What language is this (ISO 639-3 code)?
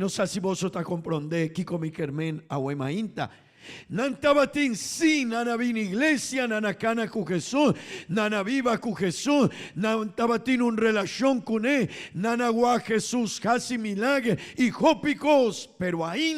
pap